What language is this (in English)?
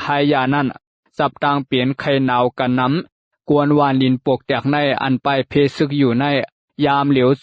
Shan